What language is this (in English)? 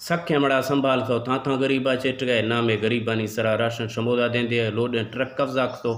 Eastern Balochi